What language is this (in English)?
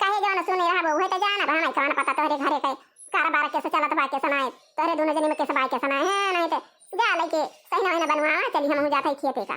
Awadhi